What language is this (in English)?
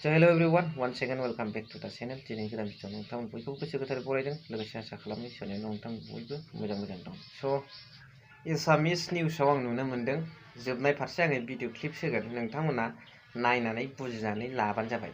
Bodo